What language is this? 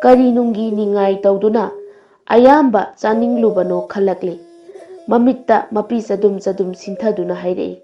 Manipuri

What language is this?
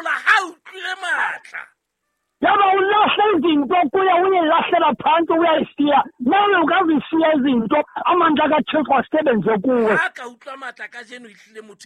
Southern Sotho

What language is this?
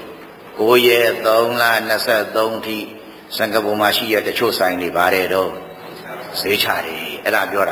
Burmese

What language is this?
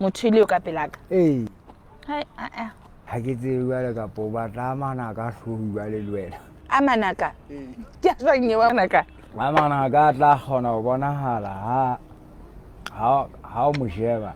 Southern Sotho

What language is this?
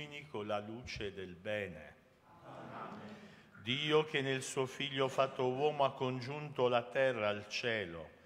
Italian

